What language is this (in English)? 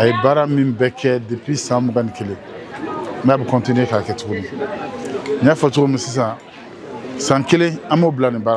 Bambara